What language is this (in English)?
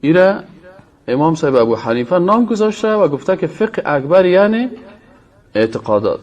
Persian